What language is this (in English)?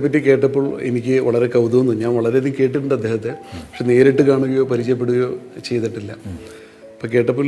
Malayalam